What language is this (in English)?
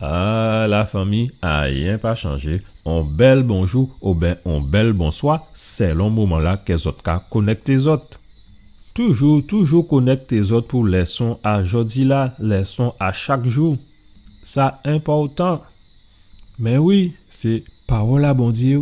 Guadeloupean Creole French